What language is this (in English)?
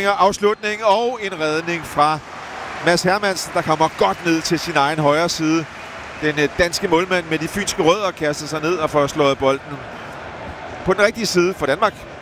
Danish